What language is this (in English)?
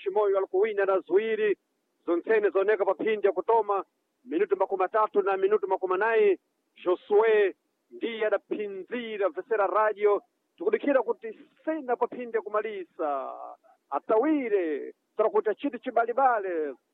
Sena